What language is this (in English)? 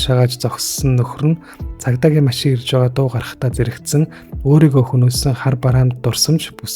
Mongolian